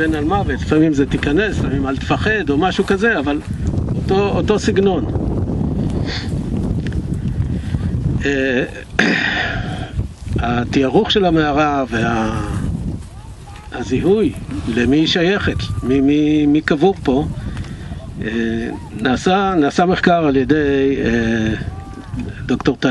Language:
Hebrew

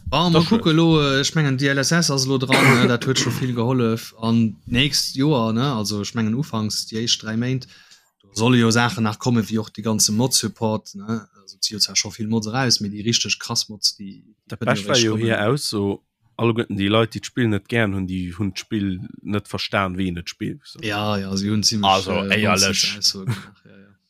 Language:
Luxembourgish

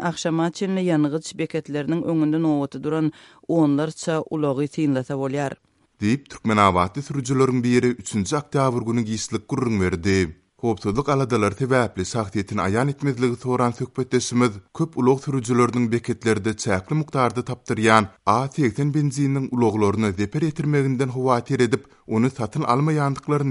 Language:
Turkmen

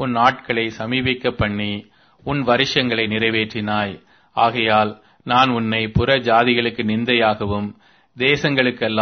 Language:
Tamil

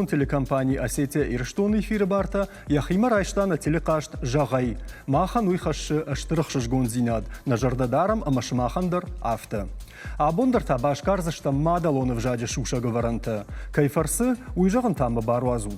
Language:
Ossetic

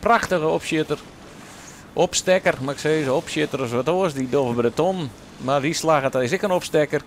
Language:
Western Frisian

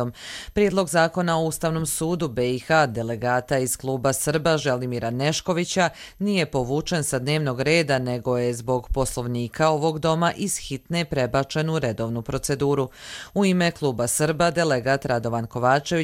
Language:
Croatian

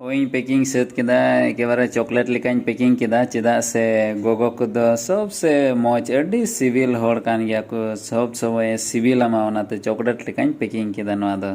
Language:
Santali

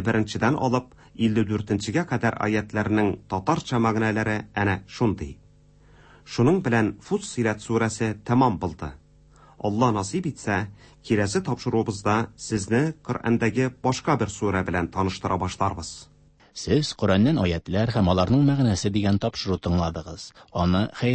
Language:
Tatar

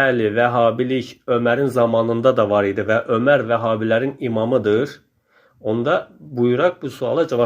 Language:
Azerbaijani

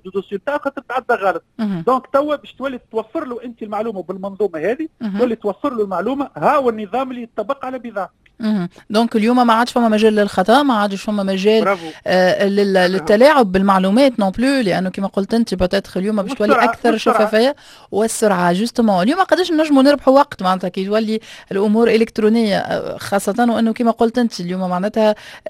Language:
Tunisian Arabic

